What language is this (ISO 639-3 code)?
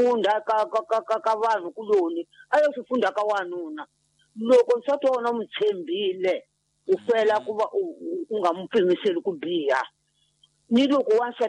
tso